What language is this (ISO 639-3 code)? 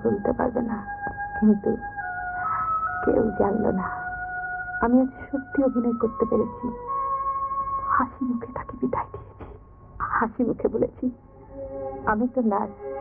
ben